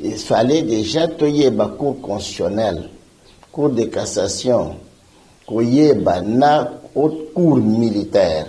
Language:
Lingala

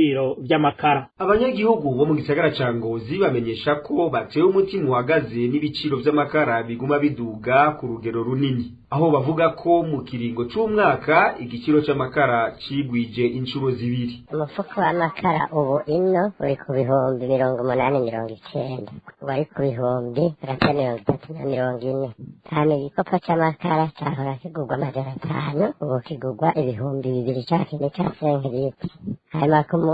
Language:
Rundi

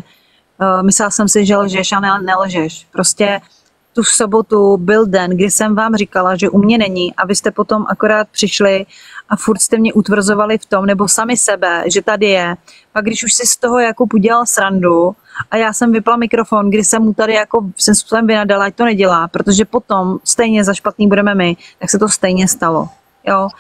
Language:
Czech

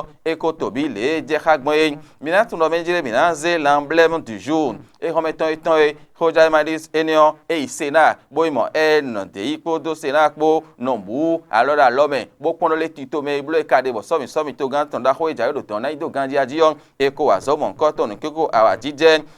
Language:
Fon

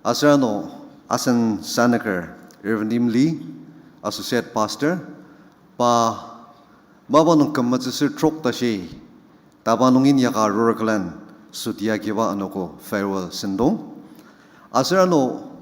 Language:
Ao Naga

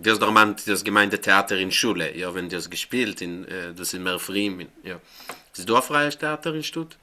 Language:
Yiddish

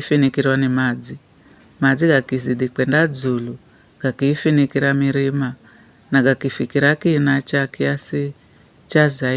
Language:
Giryama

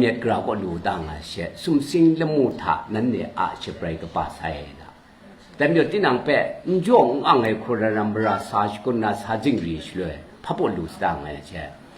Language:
Kachin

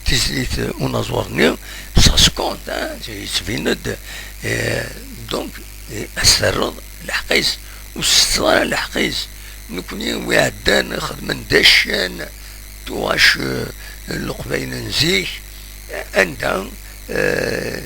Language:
Kabyle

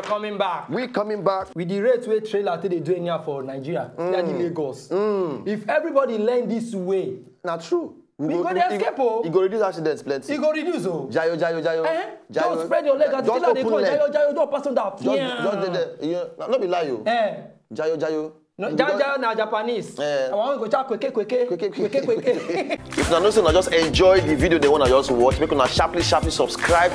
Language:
Nigerian Pidgin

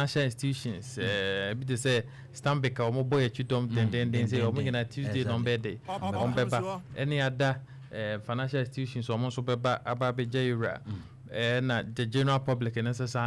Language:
Akan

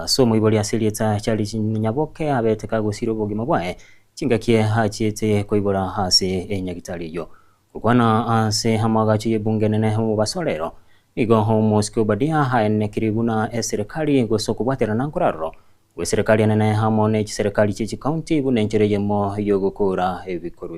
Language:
Gusii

